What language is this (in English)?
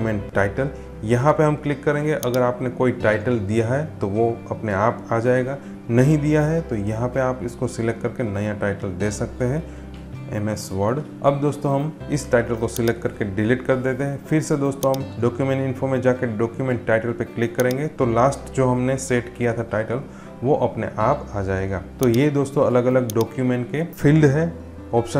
Hindi